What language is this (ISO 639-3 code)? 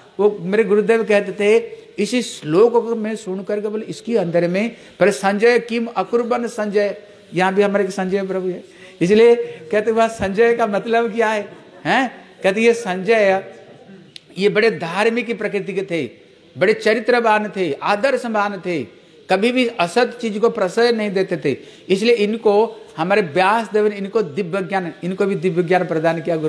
hin